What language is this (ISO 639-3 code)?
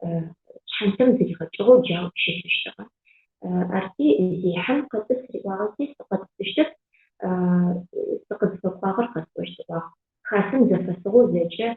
ady